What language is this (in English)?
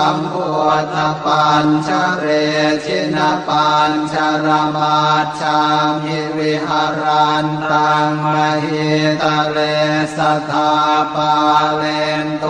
Pali